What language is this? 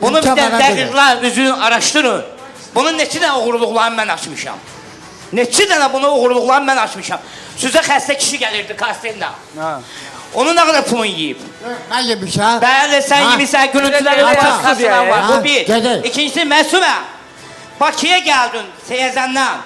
Azerbaijani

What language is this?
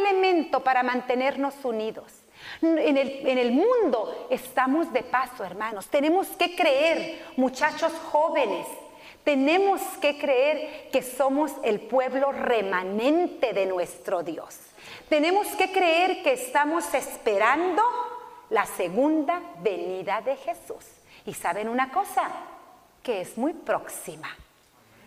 Spanish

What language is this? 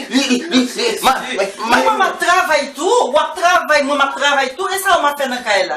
Haitian Creole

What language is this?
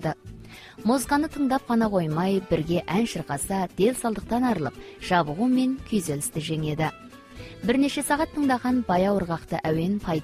Kazakh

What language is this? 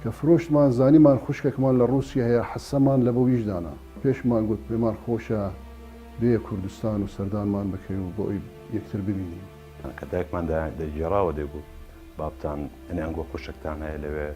Central Kurdish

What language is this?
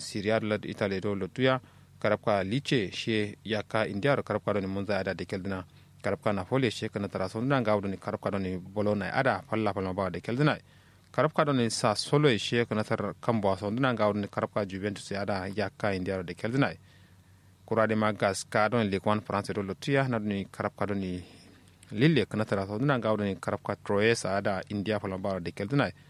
Kanuri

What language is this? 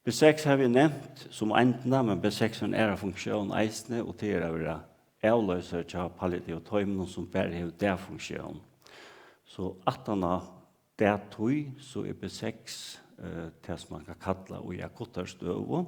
Faroese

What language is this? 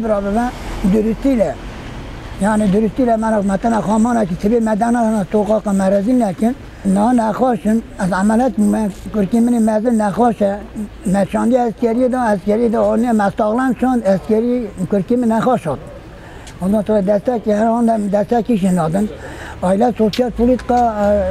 Kurdish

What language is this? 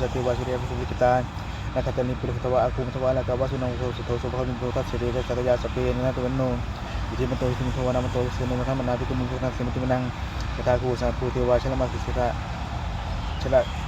Pali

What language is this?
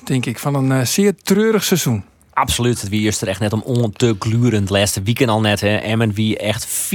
Western Frisian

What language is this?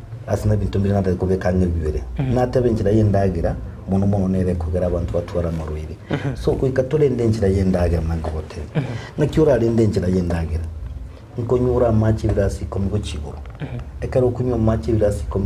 Gusii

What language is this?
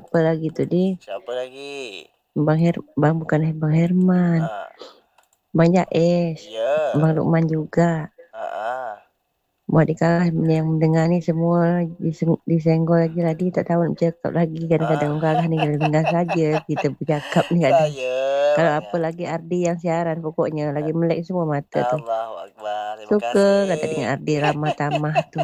Malay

